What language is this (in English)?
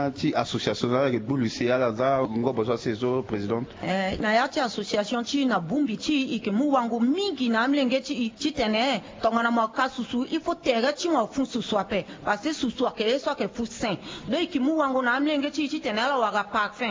Sango